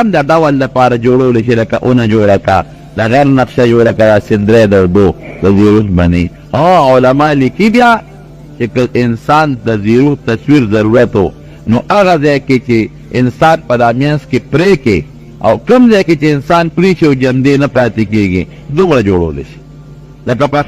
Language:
Pashto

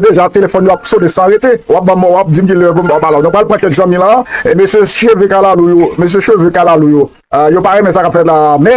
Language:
Haitian Creole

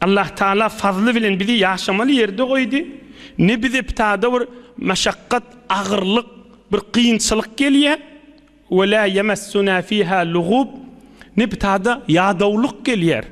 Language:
Turkmen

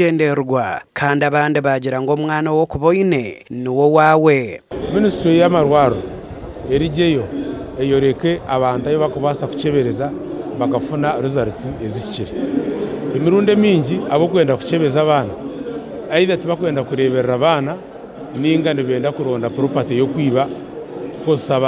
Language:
Nyankole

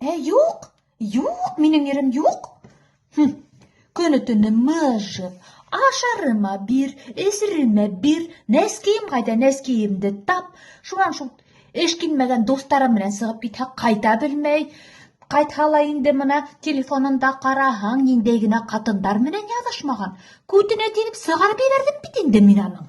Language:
Bashkir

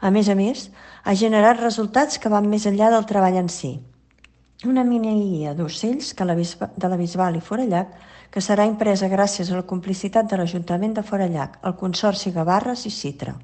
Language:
Catalan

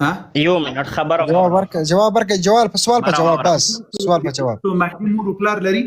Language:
Pashto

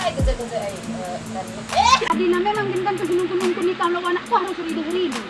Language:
Batak Karo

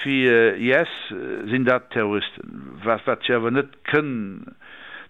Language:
Luxembourgish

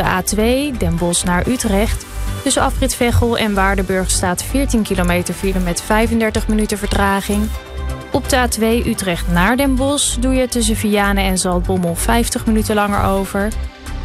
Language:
Dutch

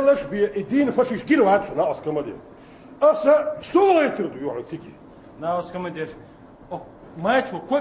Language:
Chechen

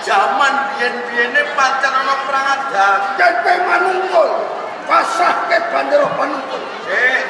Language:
Javanese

